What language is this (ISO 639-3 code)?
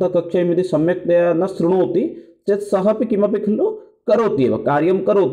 san